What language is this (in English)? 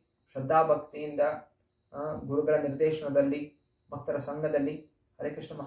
Kannada